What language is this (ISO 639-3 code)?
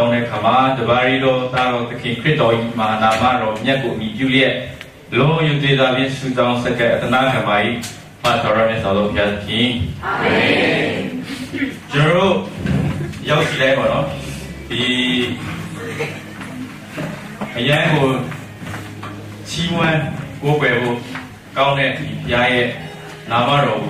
mya